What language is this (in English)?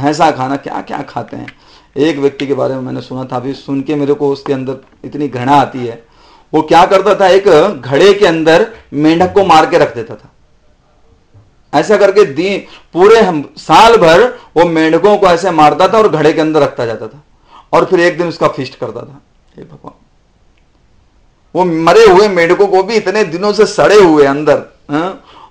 Hindi